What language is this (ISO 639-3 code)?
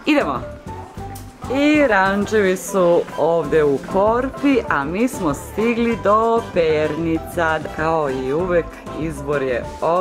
srp